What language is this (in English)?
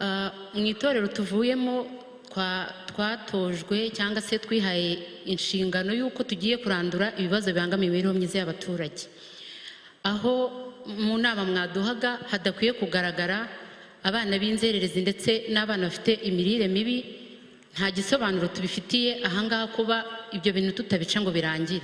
Kinyarwanda